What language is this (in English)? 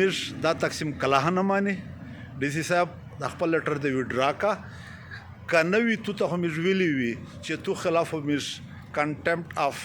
Pashto